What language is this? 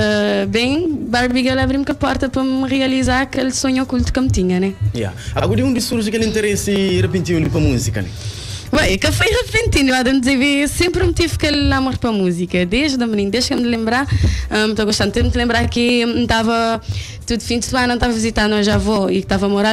Kabuverdianu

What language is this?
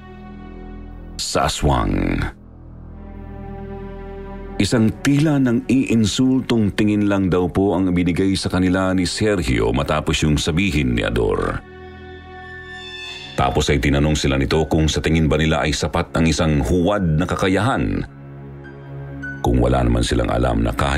Filipino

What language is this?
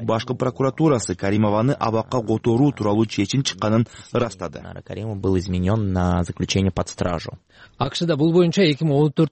Kyrgyz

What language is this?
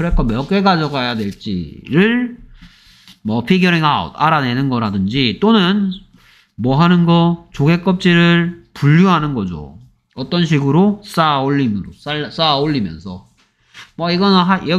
Korean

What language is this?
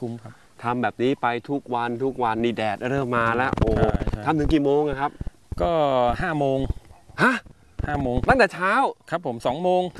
Thai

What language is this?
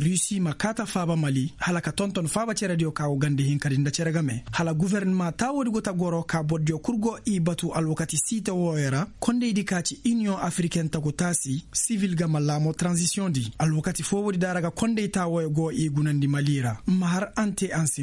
Koyraboro Senni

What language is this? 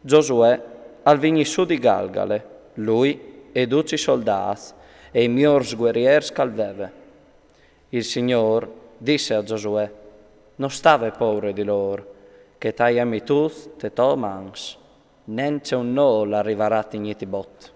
Friulian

